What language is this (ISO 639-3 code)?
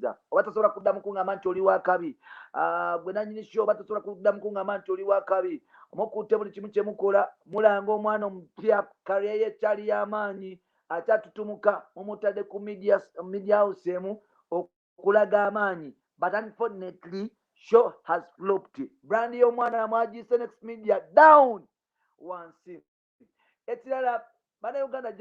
lug